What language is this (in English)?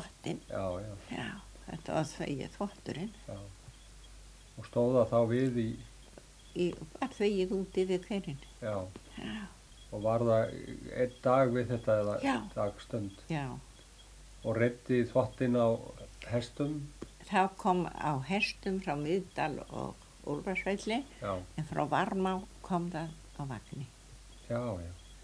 Icelandic